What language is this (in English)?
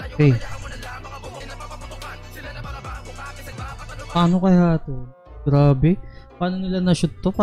Filipino